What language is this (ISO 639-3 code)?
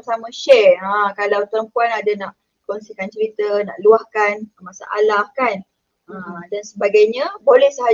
msa